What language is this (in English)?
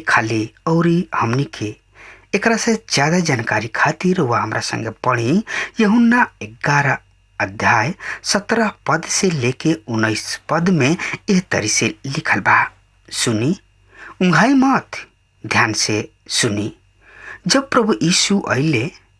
Bhojpuri